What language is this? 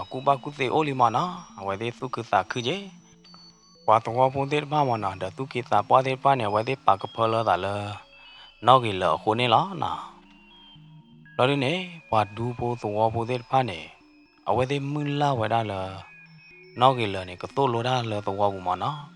S'gaw Karen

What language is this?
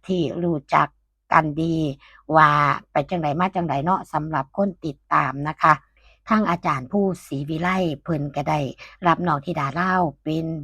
Northeastern Thai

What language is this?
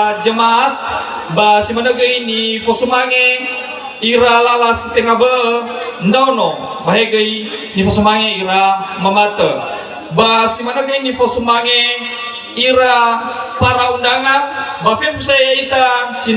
Nias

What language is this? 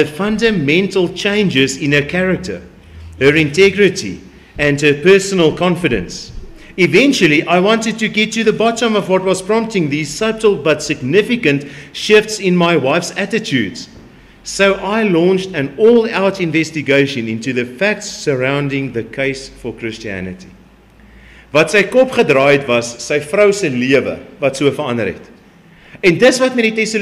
Afrikaans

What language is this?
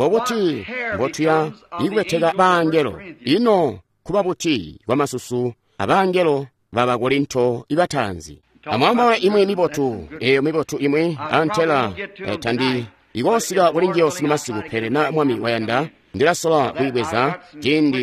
Tonga (Zambia)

